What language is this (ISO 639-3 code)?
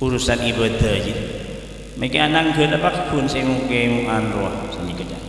mad